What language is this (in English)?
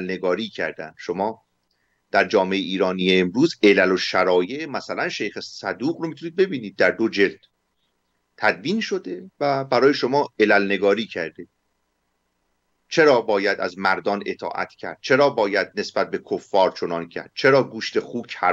Persian